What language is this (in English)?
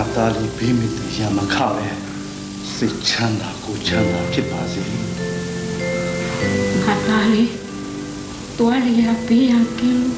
Burmese